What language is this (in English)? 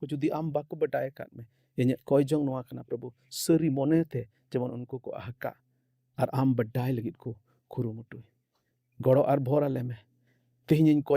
Santali